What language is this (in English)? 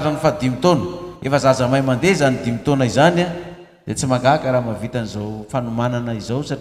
Malagasy